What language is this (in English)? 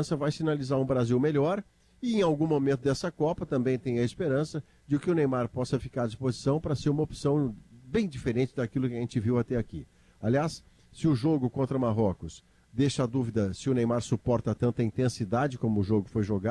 Portuguese